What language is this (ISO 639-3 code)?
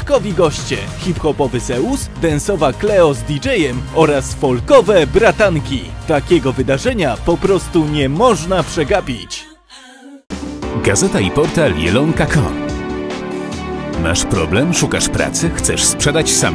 pol